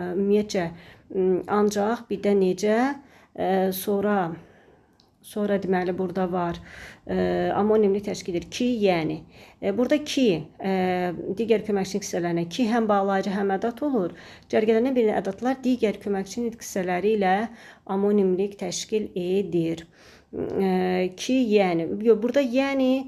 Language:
Azerbaijani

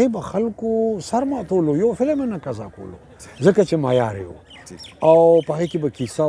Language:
Pashto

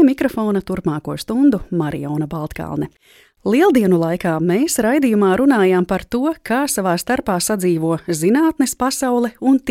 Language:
Latvian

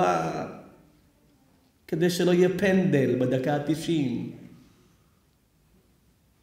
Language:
Hebrew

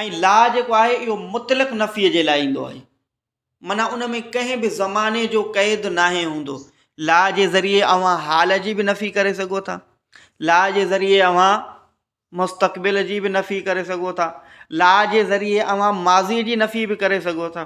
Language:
Sindhi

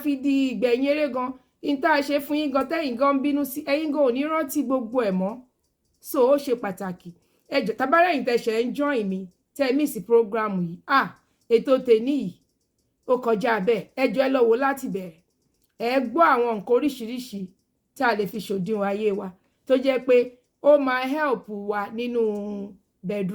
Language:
Yoruba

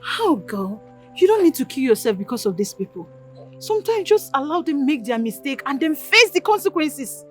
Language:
Nigerian Pidgin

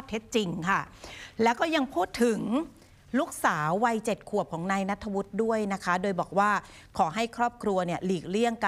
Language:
Thai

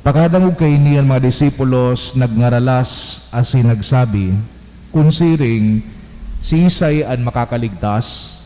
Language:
Bikol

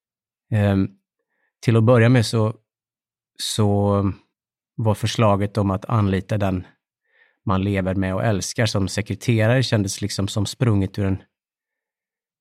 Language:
Swedish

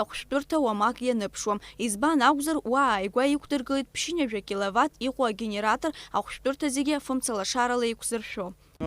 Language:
Abkhazian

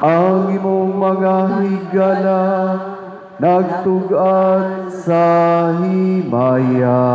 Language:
Cebuano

